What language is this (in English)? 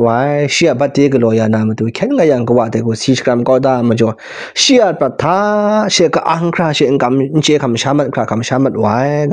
Kachin